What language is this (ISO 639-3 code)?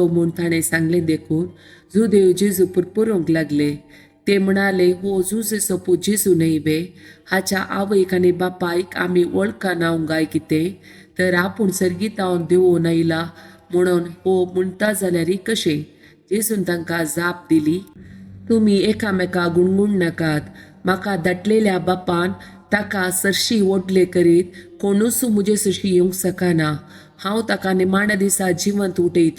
kok